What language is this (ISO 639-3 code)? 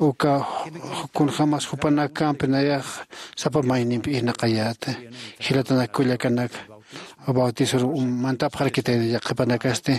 aym